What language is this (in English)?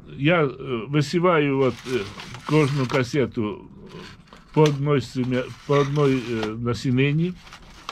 Ukrainian